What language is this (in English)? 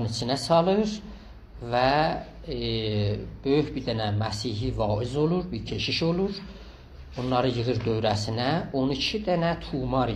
South Azerbaijani